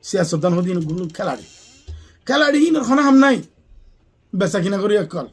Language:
Rohingya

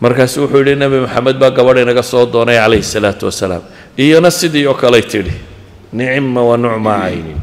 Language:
Somali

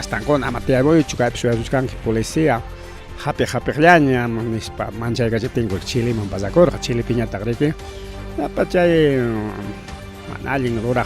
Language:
Ayacucho Quechua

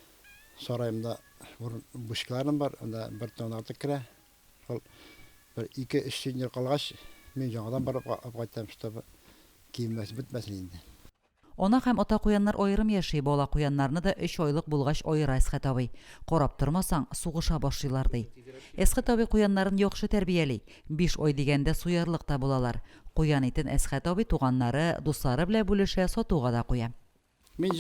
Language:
Tatar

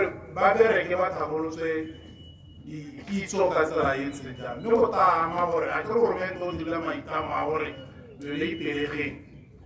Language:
Tswana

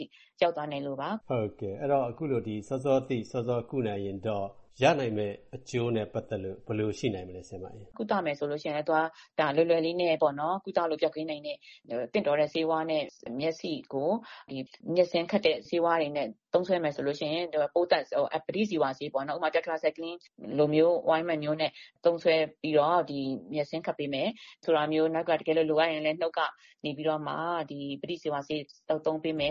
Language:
Burmese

